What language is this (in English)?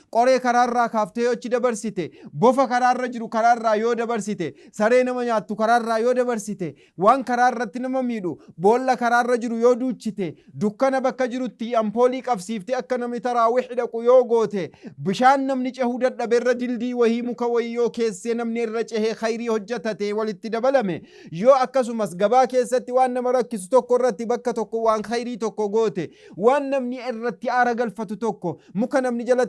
Oromo